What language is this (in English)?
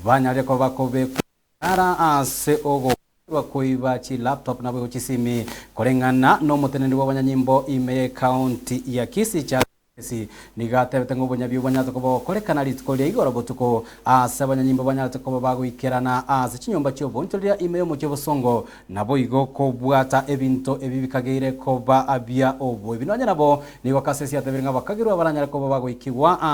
Gusii